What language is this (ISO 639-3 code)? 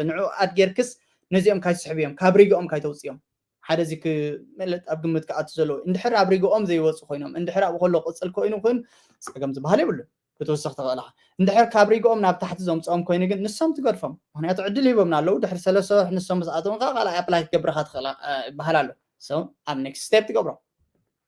tir